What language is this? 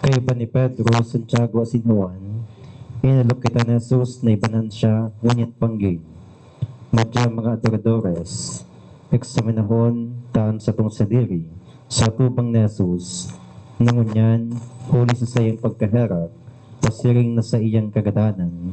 Bikol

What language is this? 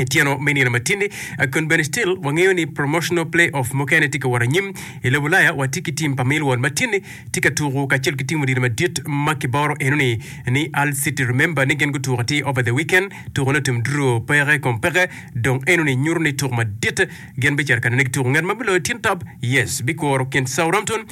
Acoli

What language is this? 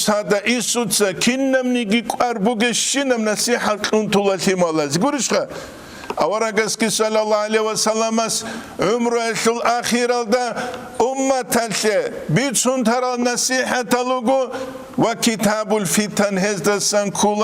Avaric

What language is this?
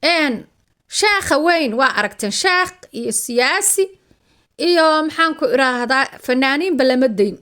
Somali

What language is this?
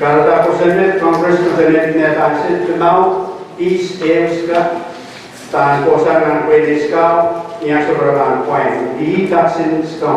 Pohnpeian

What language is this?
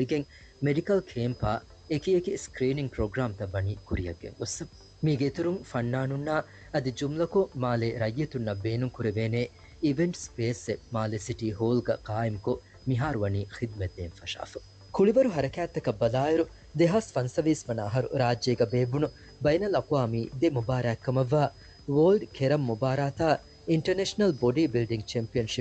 Divehi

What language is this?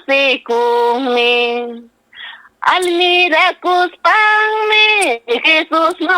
Ayacucho Quechua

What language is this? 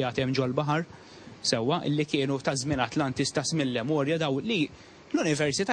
Maltese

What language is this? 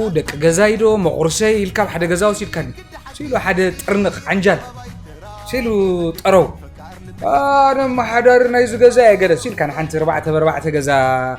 Tigrinya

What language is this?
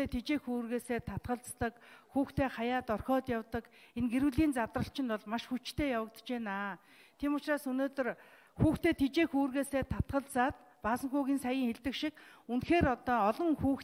Mongolian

